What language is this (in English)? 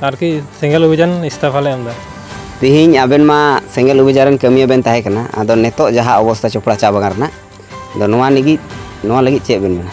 Santali